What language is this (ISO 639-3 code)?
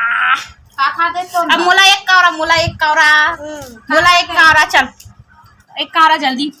hne